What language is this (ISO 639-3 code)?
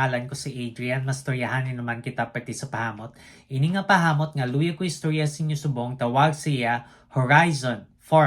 hil